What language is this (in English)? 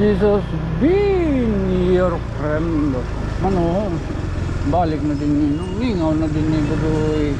Waray